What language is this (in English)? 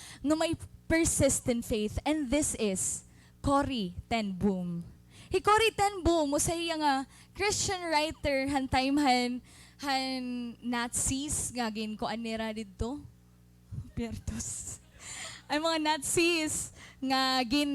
Waray